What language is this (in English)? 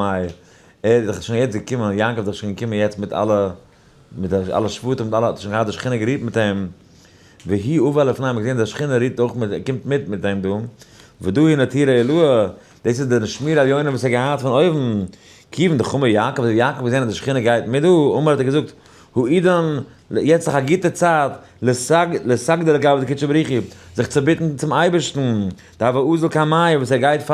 Yiddish